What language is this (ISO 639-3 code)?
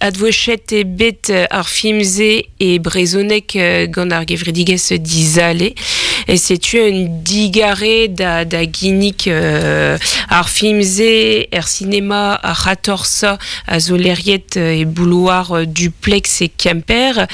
bre